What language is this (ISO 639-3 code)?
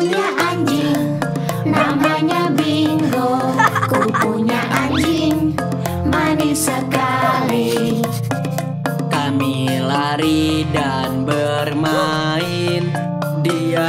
ind